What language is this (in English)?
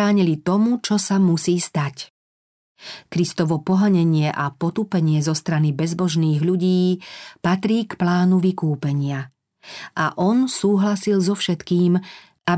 Slovak